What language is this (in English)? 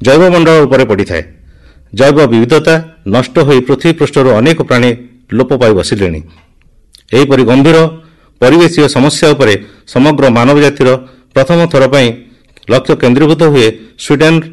Odia